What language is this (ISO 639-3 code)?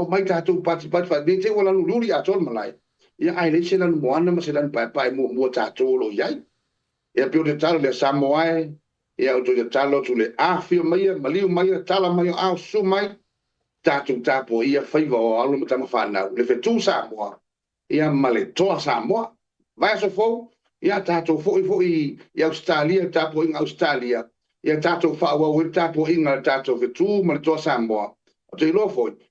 smo